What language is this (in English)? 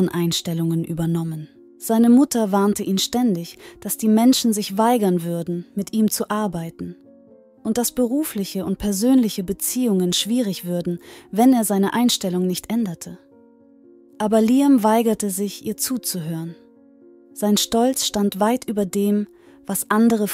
German